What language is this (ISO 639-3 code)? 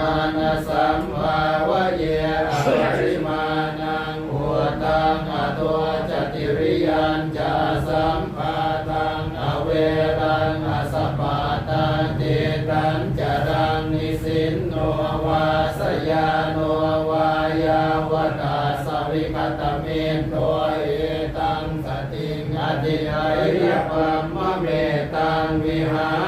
pli